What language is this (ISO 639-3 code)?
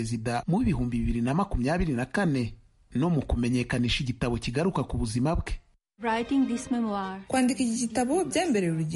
kin